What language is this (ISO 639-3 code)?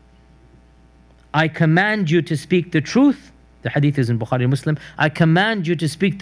eng